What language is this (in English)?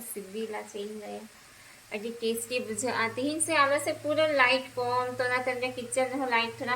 Santali